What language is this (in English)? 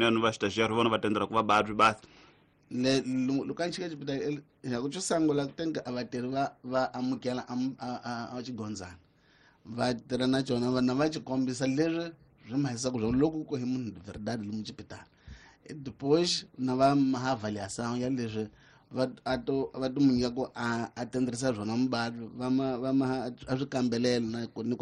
Tsonga